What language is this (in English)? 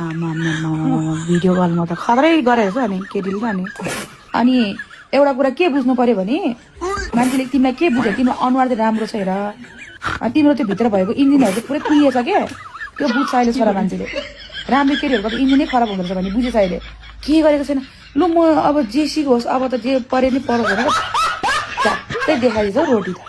Nepali